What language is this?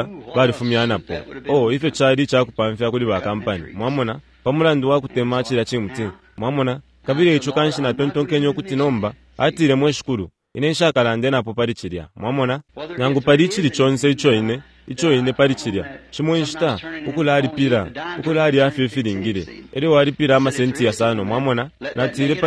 Bemba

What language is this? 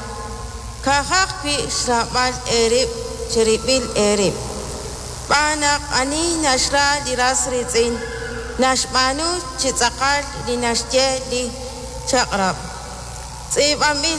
Kekchí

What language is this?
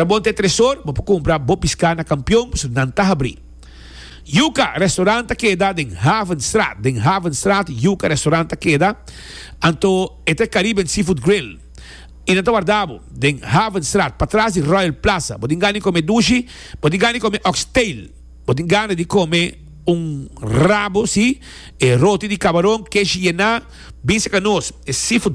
Papiamento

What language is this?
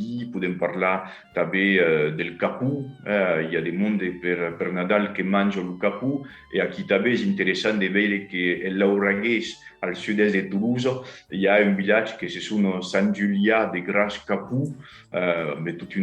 Occitan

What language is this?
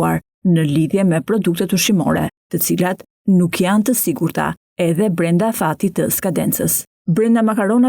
Albanian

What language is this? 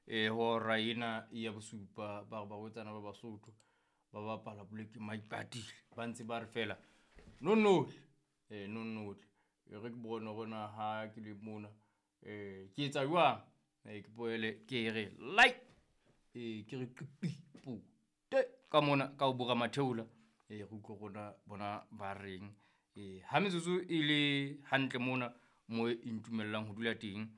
Southern Sotho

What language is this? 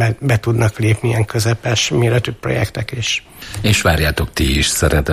Hungarian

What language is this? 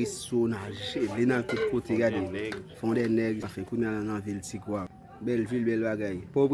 Haitian Creole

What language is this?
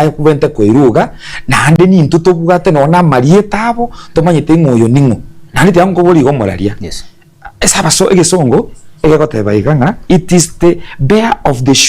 Gusii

